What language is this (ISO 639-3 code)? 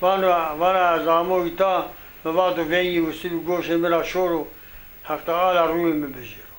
zza